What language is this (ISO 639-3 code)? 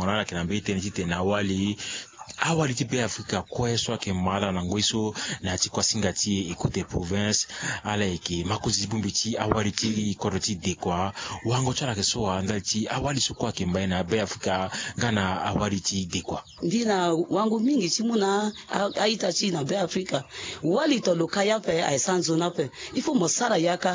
sag